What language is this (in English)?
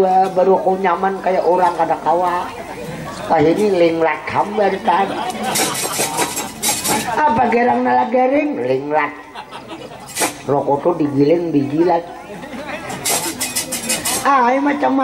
Banjar